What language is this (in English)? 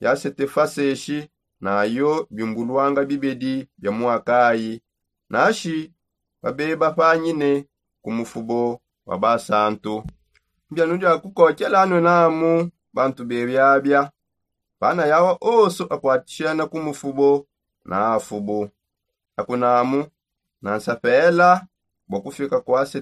Songe